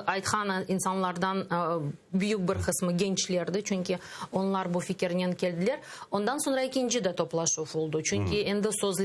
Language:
Crimean Tatar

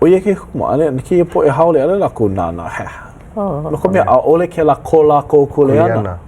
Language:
Hawaiian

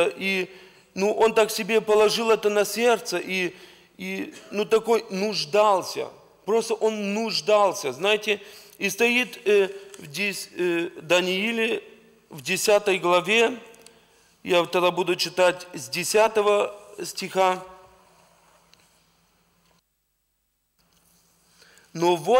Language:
Russian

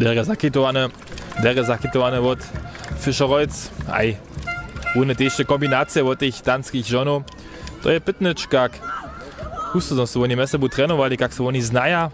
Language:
Upper Sorbian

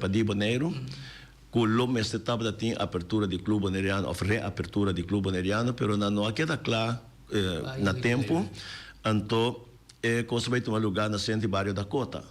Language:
Papiamento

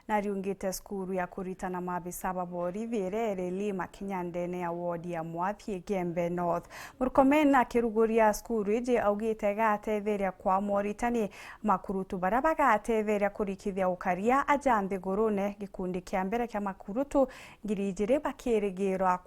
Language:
Meru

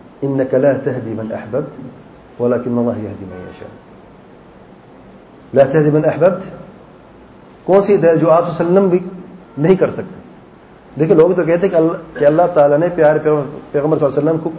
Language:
Urdu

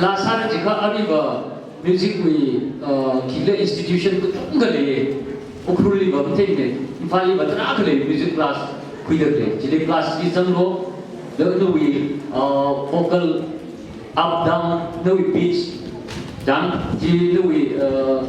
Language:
Tangkhul Naga (India)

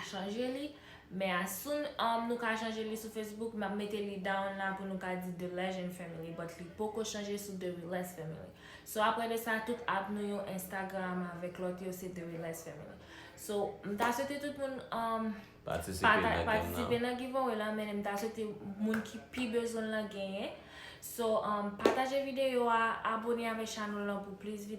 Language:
Haitian Creole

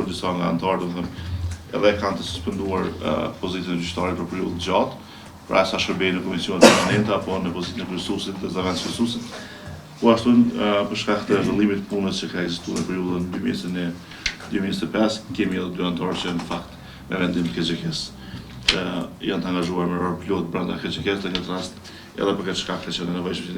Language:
Albanian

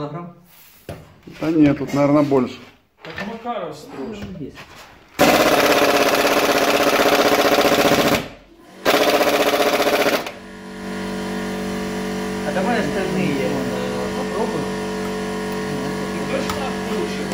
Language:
Russian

